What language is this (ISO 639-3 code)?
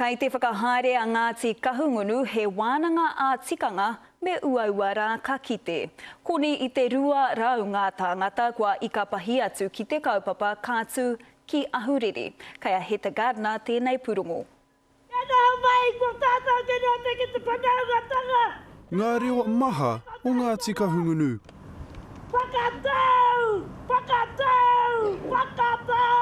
mri